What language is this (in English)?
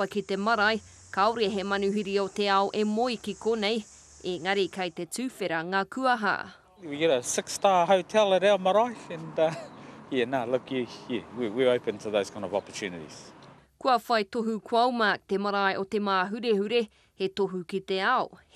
Māori